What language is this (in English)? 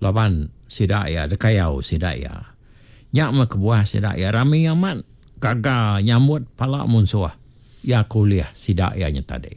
Iban